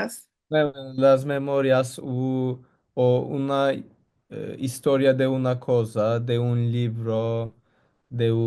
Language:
Ladino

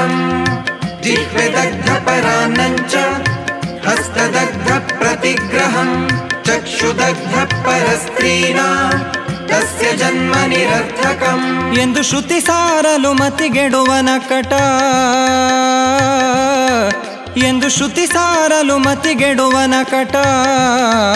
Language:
Kannada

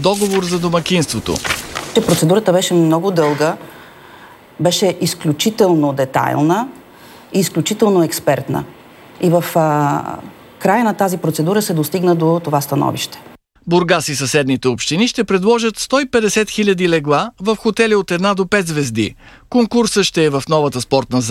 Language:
Bulgarian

